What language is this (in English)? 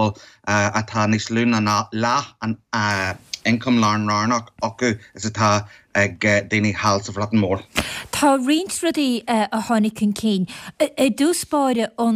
Irish